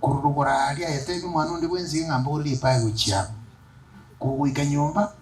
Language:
Gusii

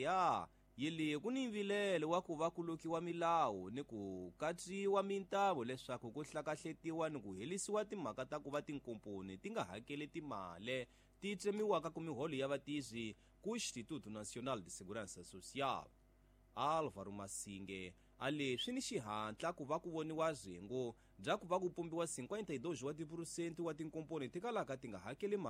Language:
Tsonga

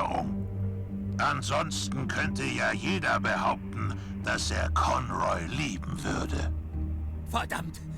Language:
Swiss German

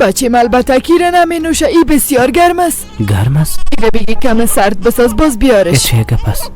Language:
Persian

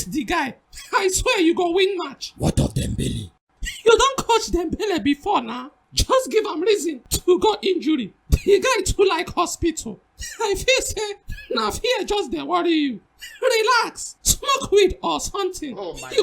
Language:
Nigerian Pidgin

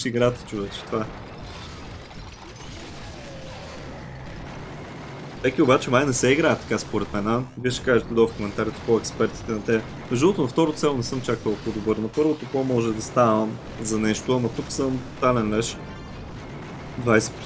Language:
Bulgarian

